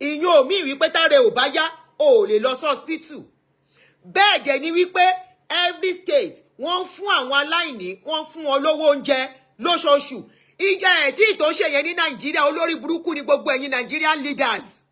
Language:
Yoruba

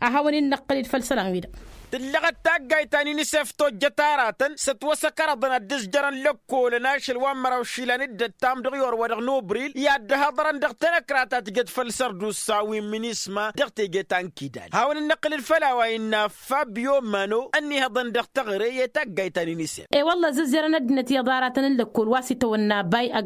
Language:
Tamasheq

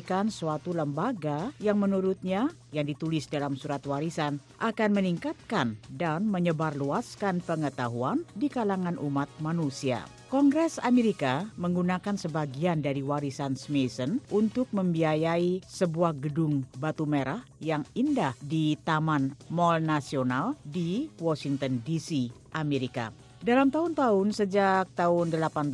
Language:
Indonesian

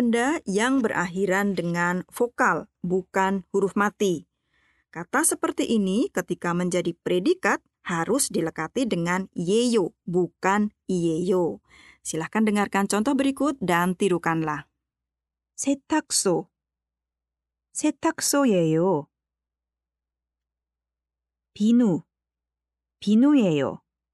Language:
Indonesian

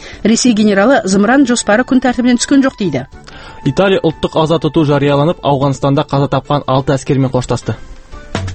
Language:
Kazakh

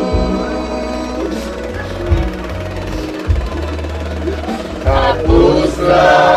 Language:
Indonesian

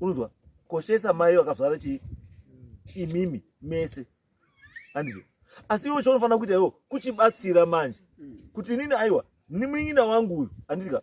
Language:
Shona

